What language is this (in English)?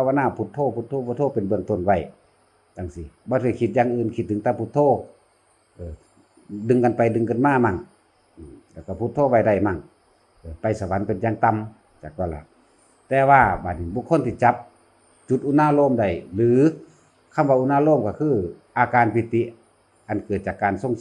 Northeastern Thai